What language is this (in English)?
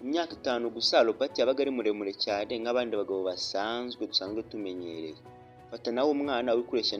Kinyarwanda